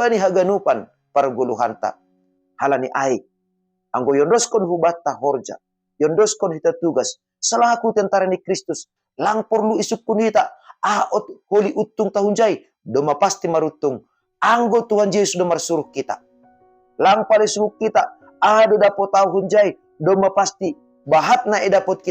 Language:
Batak Simalungun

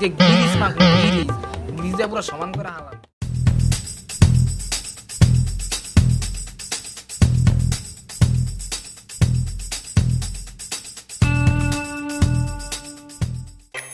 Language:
Bangla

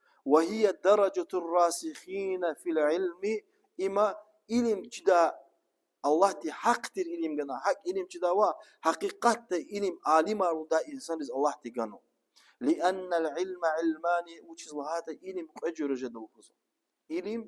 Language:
Lezghian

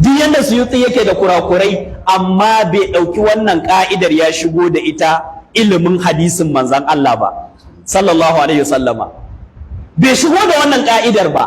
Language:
Hausa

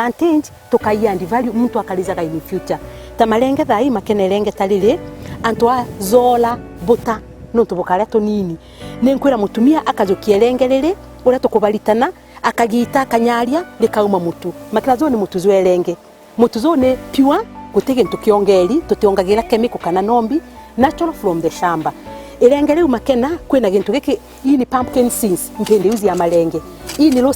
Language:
Meru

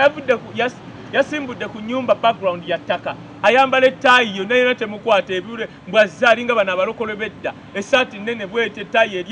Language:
Ganda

